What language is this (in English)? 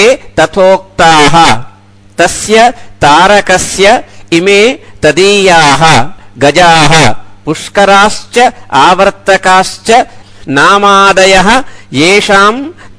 Sanskrit